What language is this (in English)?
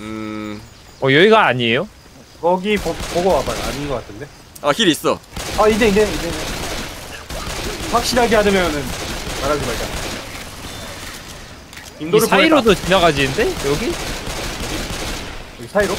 Korean